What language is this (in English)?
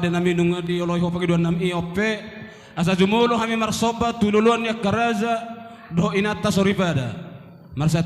Batak Toba